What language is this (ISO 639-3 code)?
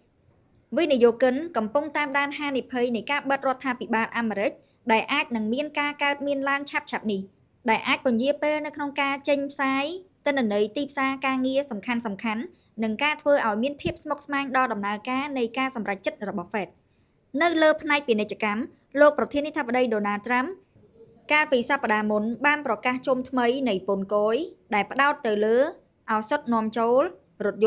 khm